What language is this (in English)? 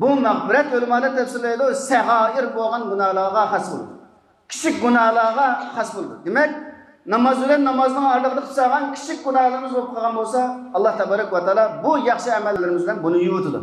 Uyghur